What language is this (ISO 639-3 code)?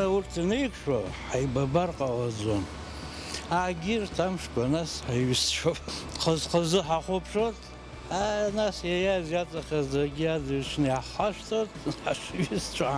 abk